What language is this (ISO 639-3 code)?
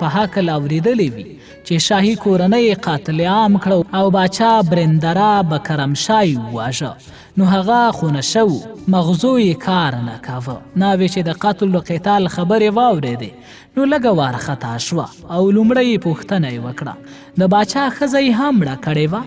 pus